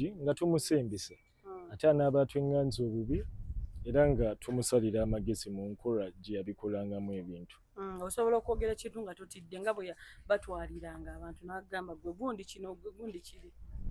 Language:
Ganda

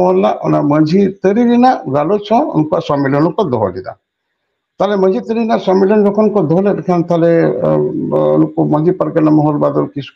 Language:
Santali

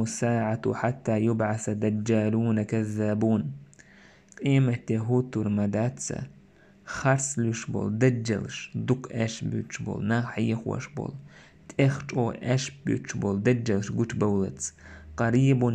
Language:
Chechen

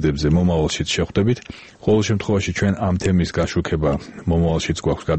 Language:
Georgian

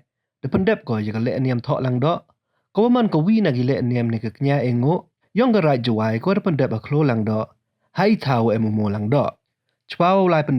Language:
Pnar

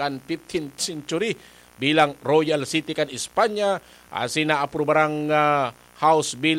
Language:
Bikol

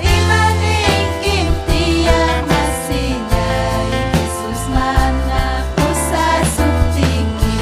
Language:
Ayacucho Quechua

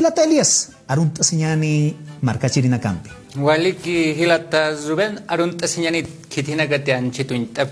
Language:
Aymara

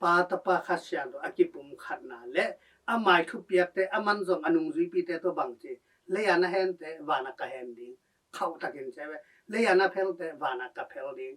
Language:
Tedim Chin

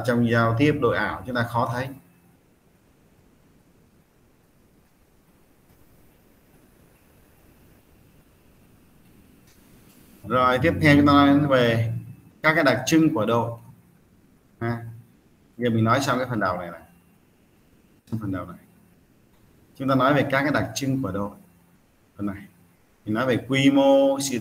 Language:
Vietnamese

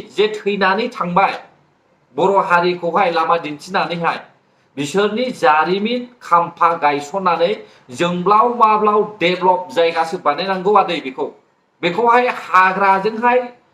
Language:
Bodo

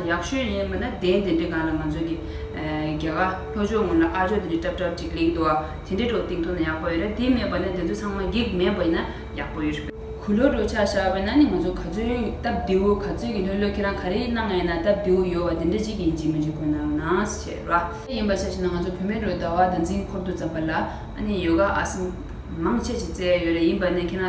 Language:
Tibetan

